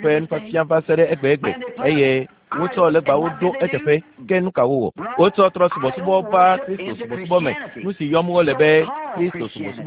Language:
Ewe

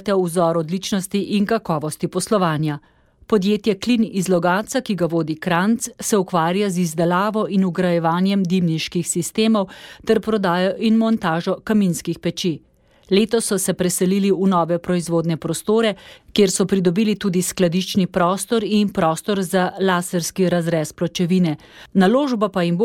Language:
Slovenian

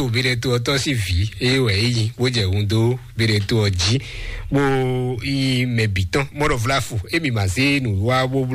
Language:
Fon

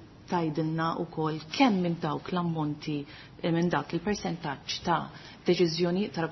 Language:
Maltese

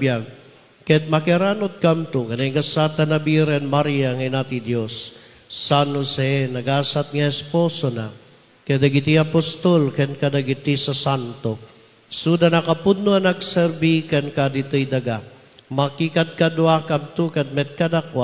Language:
Iloko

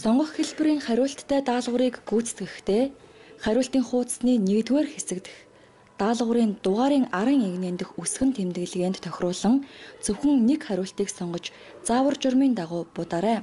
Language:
Mongolian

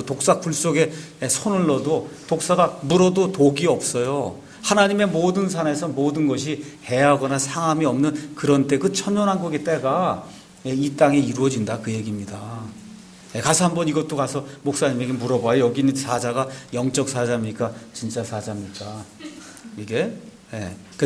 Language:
Korean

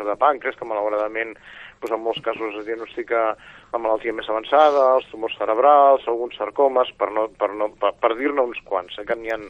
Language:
Catalan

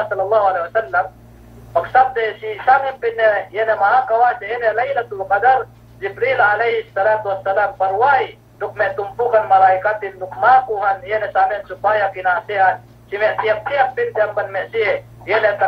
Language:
Yakan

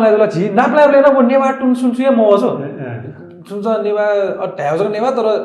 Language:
Newari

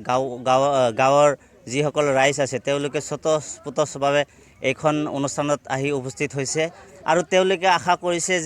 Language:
Assamese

